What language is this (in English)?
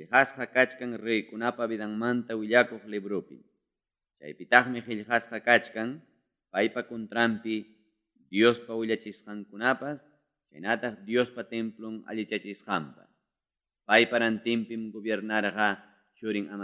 Ayacucho Quechua